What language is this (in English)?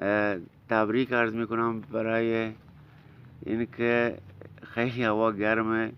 Baluchi